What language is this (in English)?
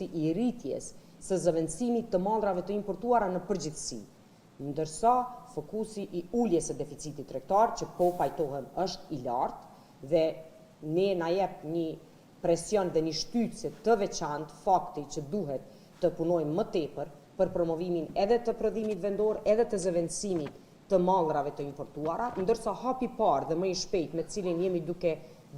Albanian